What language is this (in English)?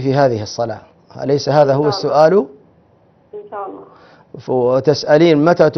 Arabic